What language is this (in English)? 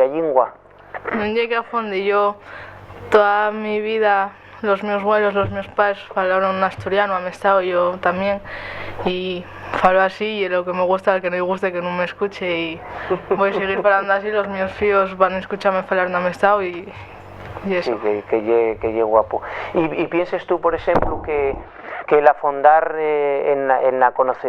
Asturian